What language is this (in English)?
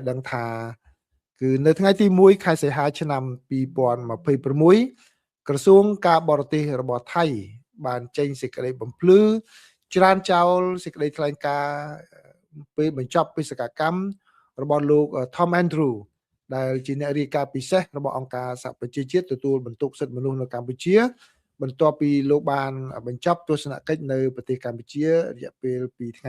Khmer